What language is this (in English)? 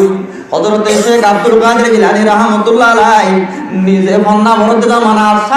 Rohingya